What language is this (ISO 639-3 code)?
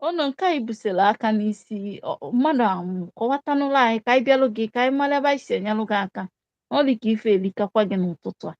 ibo